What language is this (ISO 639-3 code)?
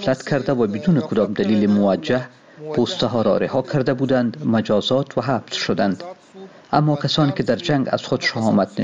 fas